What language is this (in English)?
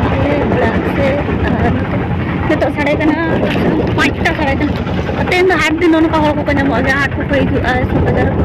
Santali